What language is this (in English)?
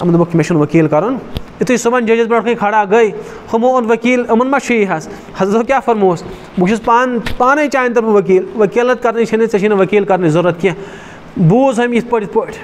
Kashmiri